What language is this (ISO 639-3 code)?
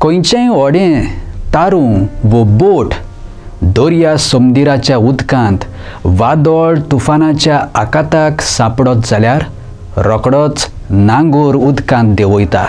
kok